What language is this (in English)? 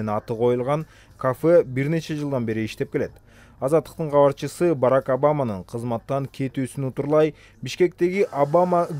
Kyrgyz